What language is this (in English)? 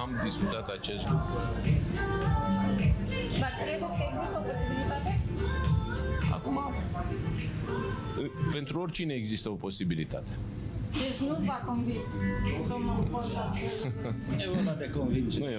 Romanian